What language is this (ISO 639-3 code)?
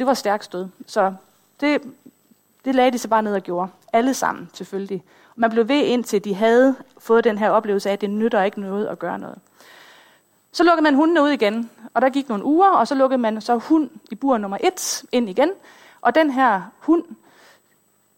dan